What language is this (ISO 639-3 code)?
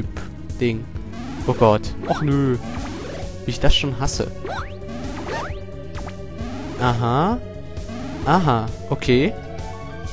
deu